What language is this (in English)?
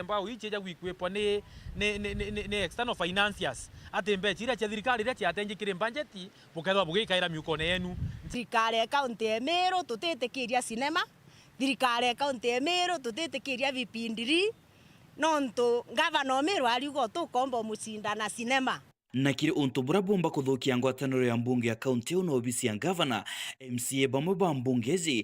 Meru